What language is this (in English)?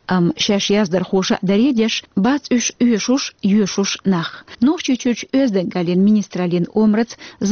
Chechen